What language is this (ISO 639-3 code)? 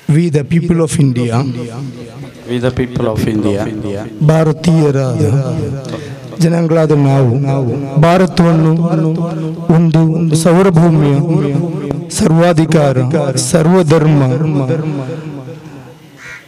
kan